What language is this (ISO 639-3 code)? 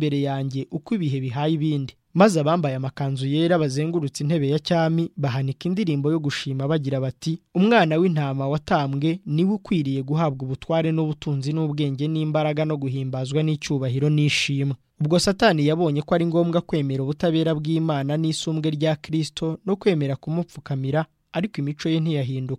kin